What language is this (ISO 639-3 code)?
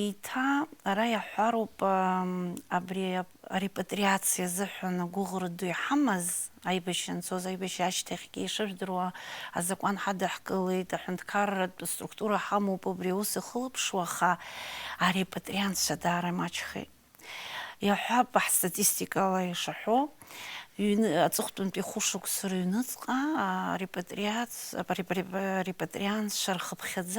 abk